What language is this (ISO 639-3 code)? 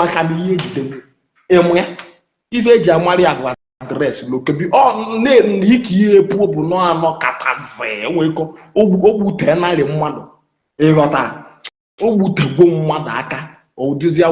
ibo